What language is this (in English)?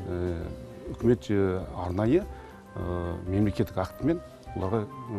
Kazakh